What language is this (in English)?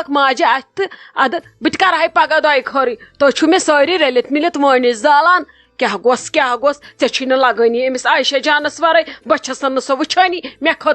Kashmiri